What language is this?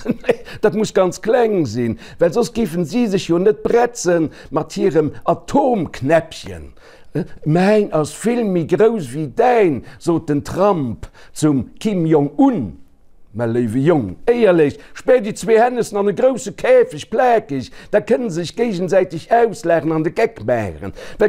Luxembourgish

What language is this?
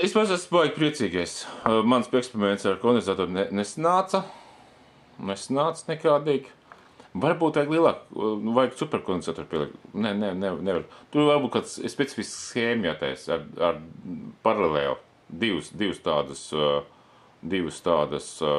Latvian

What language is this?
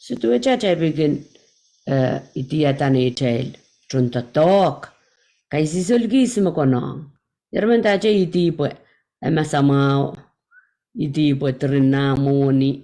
Pohnpeian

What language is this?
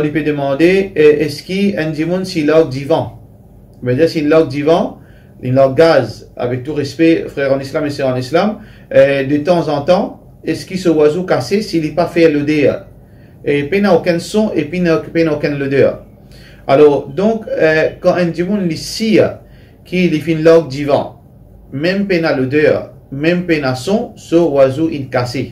Morisyen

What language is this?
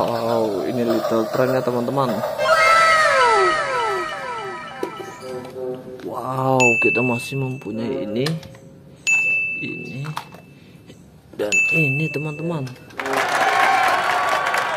Indonesian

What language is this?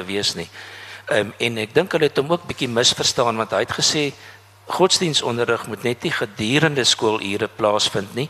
Afrikaans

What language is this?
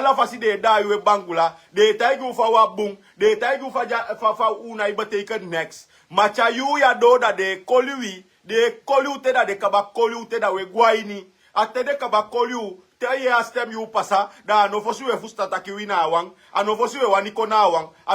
Sranan Tongo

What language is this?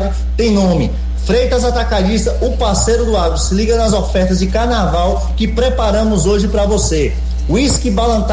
Portuguese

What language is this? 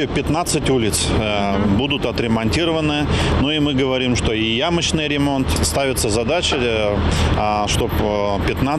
Russian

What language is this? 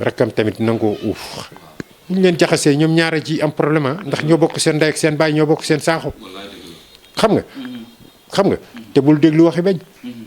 Wolof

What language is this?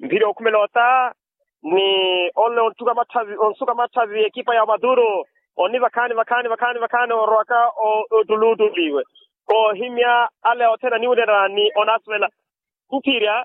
Makhuwa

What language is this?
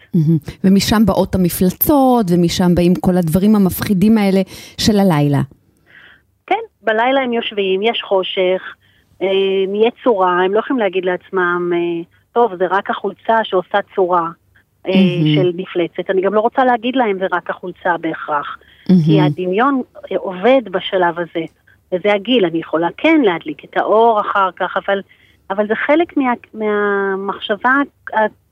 Hebrew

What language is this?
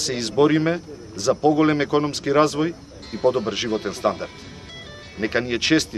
Macedonian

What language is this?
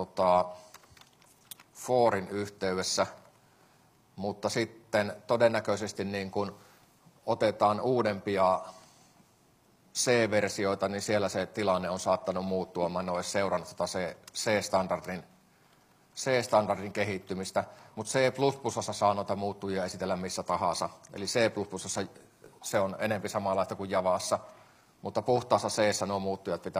Finnish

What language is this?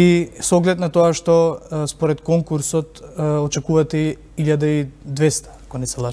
Macedonian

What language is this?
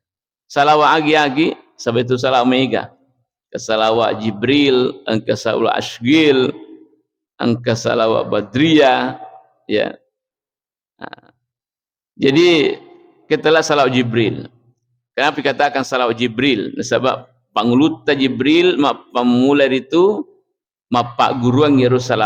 Buginese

